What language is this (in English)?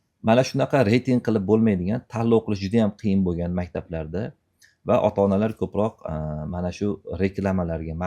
Uzbek